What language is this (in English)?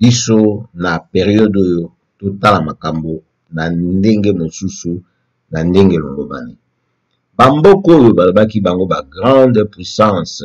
Lingala